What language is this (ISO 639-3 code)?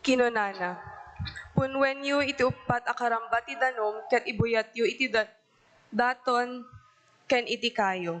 ilo